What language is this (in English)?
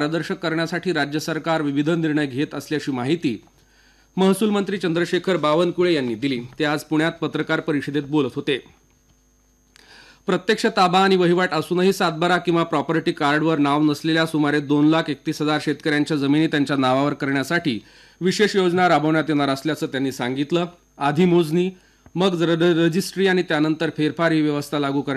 Marathi